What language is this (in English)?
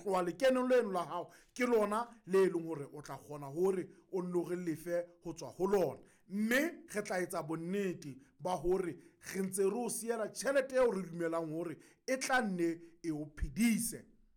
Southern Sotho